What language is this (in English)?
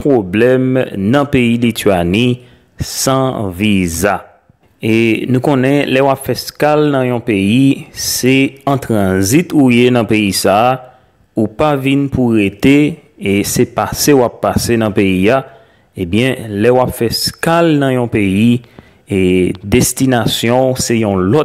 Haitian Creole